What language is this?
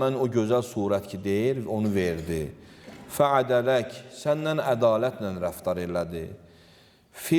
Azerbaijani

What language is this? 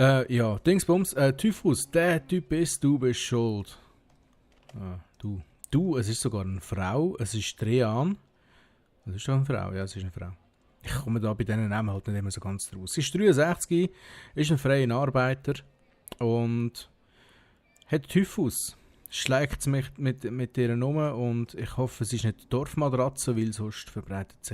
Swiss German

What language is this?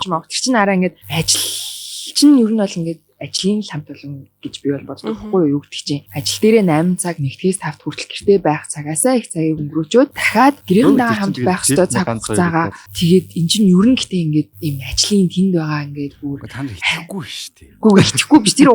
Mongolian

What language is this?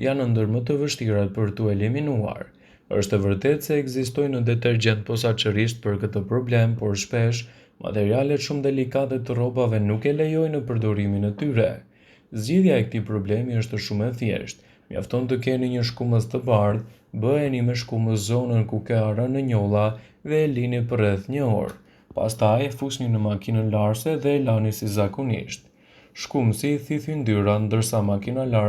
Albanian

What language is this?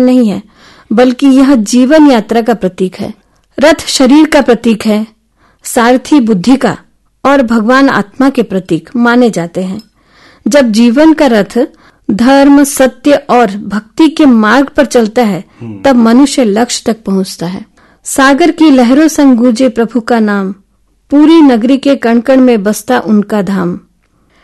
Hindi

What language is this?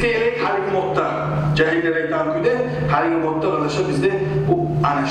Kumyk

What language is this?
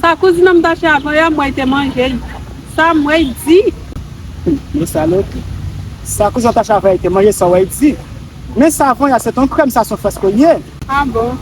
Haitian Creole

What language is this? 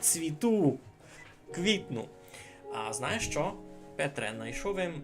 Rusyn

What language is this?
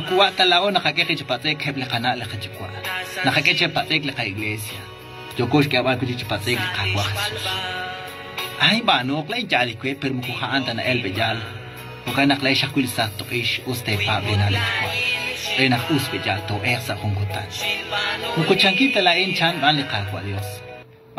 Kekchí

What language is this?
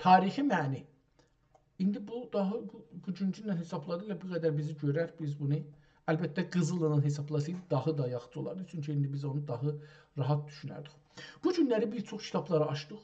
South Azerbaijani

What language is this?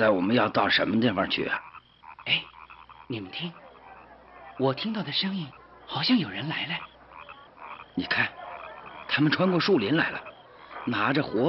Chinese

